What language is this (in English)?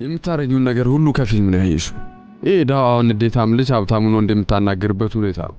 Amharic